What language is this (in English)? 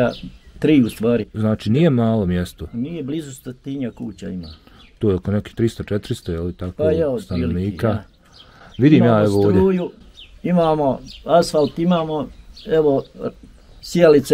Bosnian